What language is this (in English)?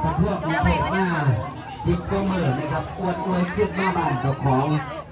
Northeastern Thai